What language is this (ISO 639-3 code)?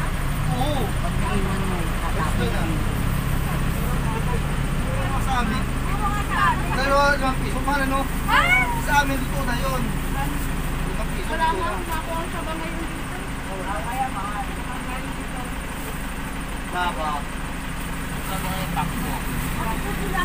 fil